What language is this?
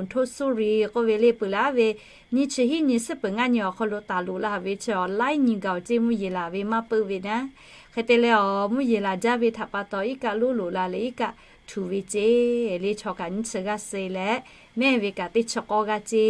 Lahu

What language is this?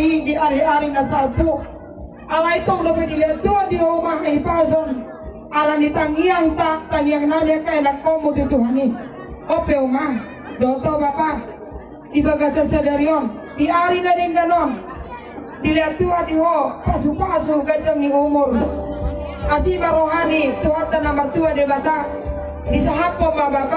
Batak Toba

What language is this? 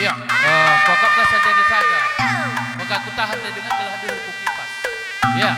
Batak Karo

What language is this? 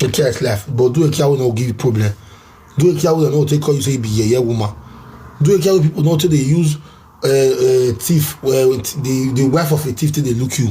Nigerian Pidgin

